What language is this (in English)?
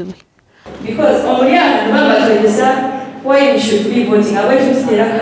Nyankole